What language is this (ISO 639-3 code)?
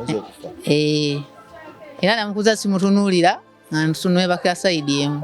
lug